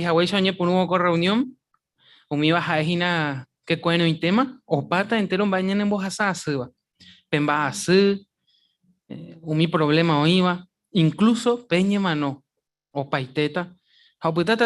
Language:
Guarani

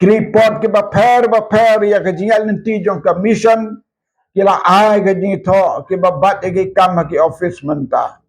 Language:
Khasi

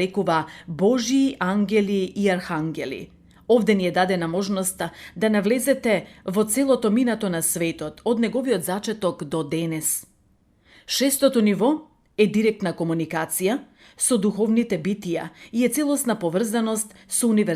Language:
Macedonian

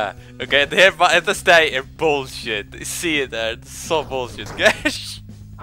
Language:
Faroese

